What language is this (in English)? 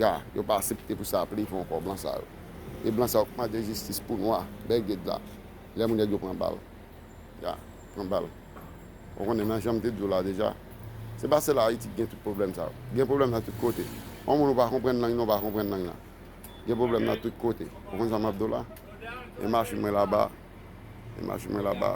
Haitian Creole